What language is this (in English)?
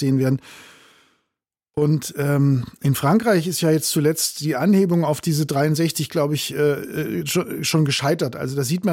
German